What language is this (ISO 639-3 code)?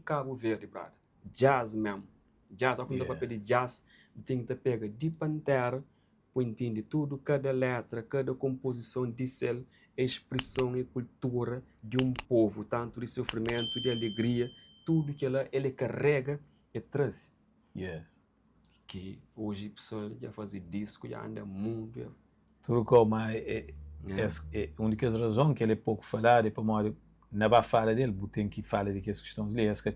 kea